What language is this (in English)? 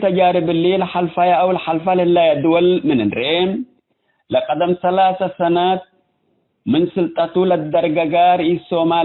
Tigre